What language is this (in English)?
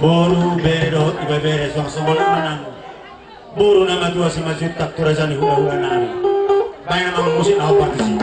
Batak Toba